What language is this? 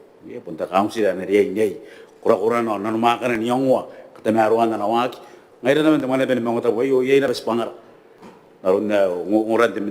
Gilbertese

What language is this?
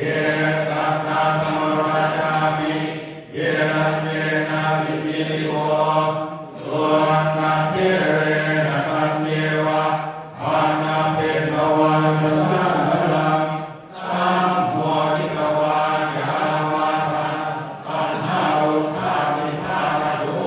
Pali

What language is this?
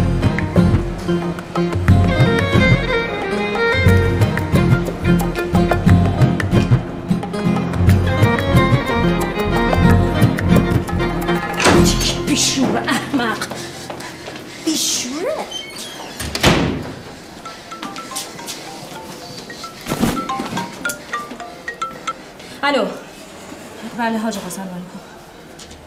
Persian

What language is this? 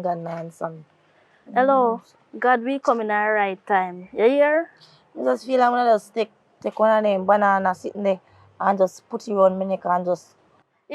Jamaican Creole English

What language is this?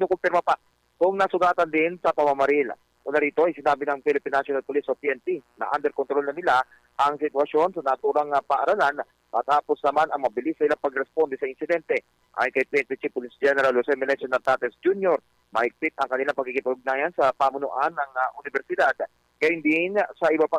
Filipino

